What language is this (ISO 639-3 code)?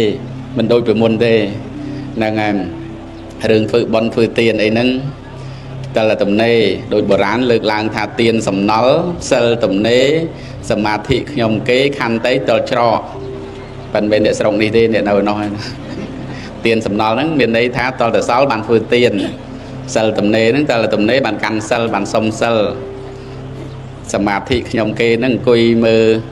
khm